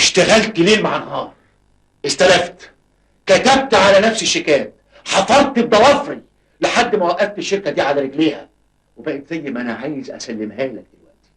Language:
Egyptian Arabic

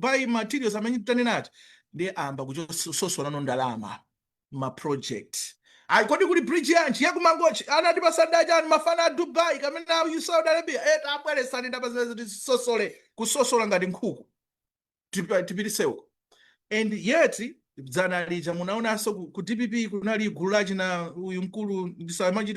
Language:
Nyanja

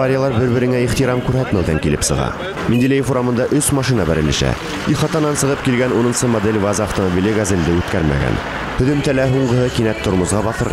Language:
Bashkir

